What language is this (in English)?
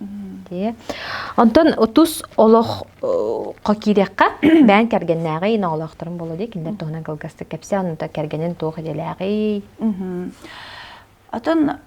Yakut